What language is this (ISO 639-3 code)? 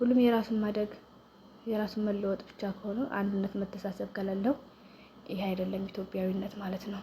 amh